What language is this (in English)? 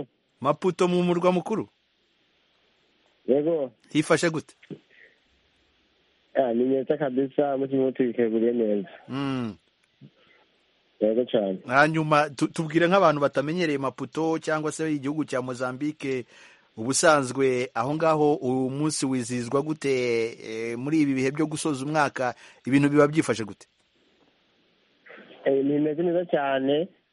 Kinyarwanda